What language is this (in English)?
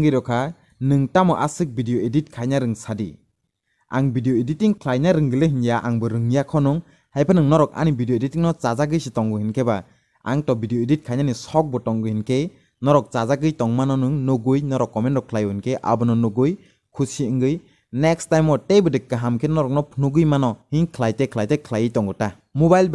Kok Borok